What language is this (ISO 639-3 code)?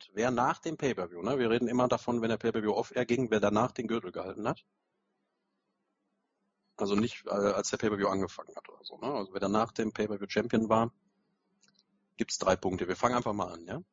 deu